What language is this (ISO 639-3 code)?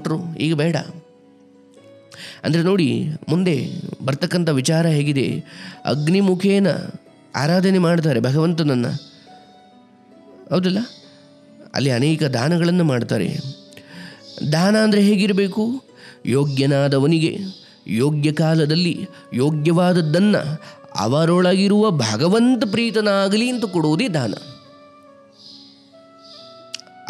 kan